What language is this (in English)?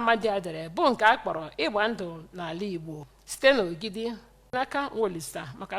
Igbo